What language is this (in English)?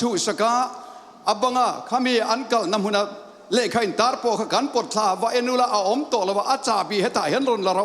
Tedim Chin